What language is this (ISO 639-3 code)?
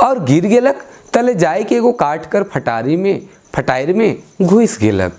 sck